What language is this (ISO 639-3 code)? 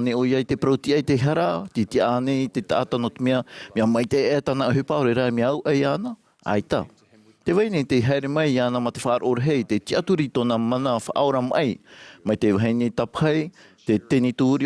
tah